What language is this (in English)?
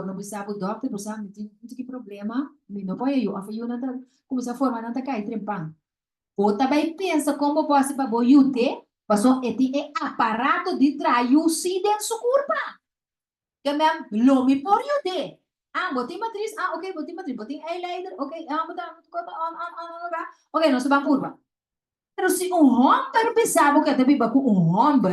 Papiamento